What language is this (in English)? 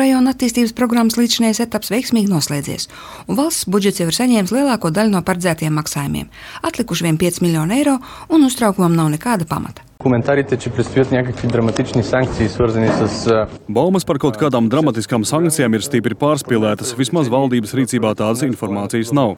Latvian